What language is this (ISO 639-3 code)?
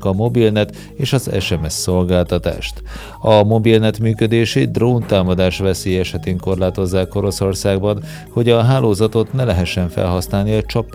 hun